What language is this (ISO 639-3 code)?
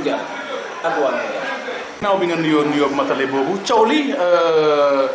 wol